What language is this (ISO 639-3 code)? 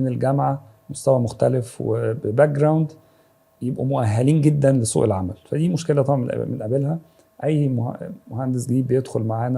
arz